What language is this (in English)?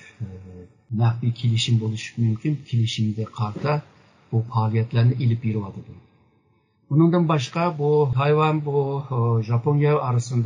Uyghur